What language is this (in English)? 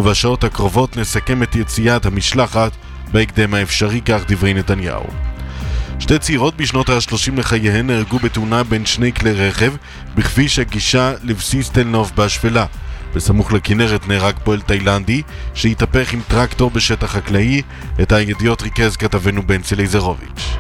Hebrew